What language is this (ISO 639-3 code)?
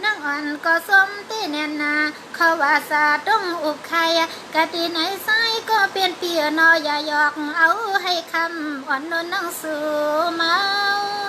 shn